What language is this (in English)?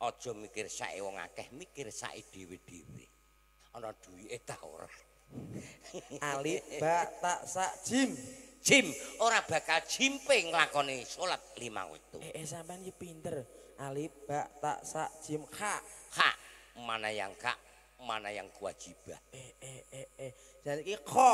Javanese